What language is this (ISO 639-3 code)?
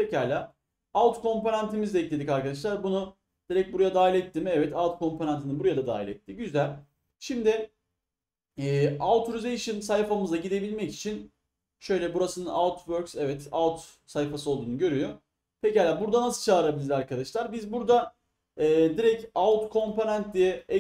tur